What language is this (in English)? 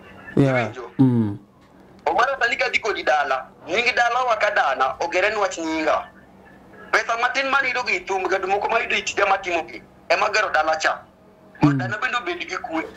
Luo (Kenya and Tanzania)